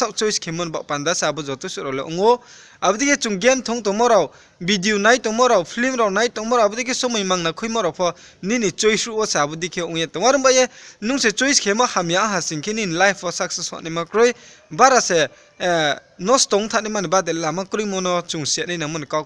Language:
Riang (India)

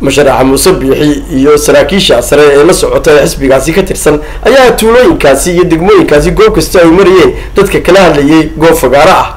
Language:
Somali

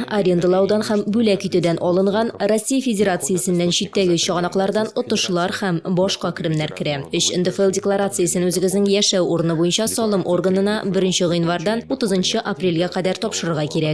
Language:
Tatar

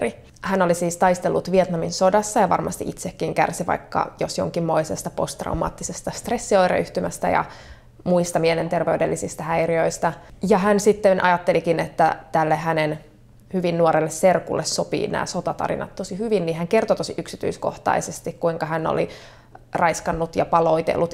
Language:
Finnish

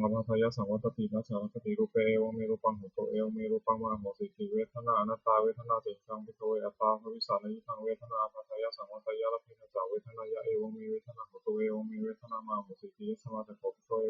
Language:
Pali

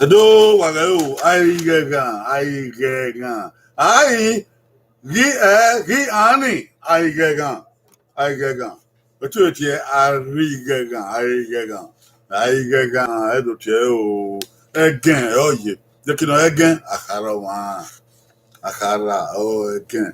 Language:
Bini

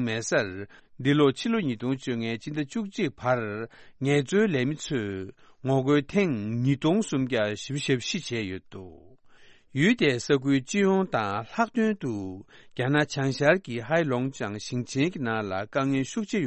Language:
Tibetan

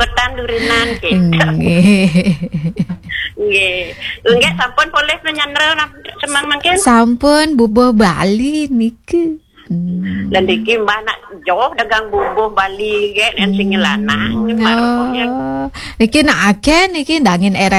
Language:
Balinese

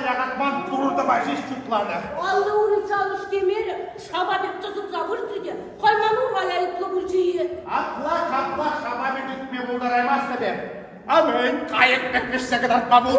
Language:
Chuvash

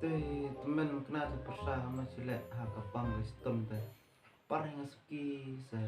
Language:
Khasi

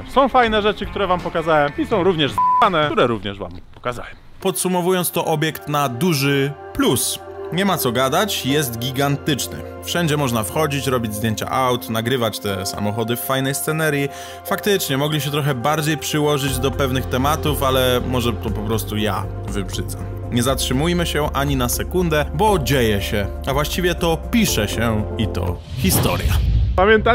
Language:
Polish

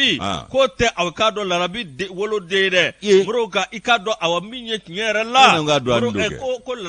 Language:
Bambara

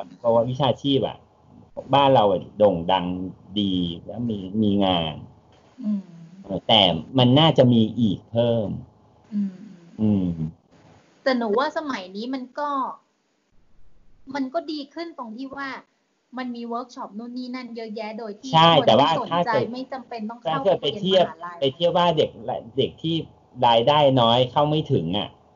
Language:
Thai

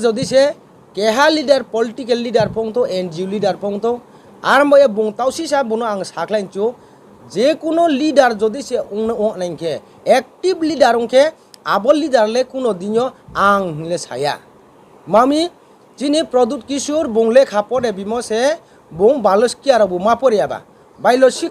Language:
Riang (India)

